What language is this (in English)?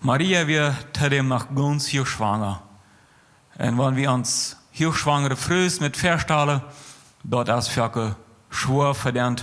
Plautdietsch